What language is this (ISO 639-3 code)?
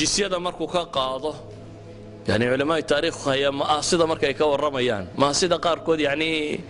som